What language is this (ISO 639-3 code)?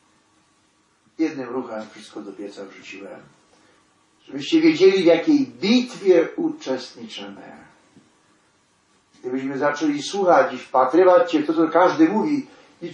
pol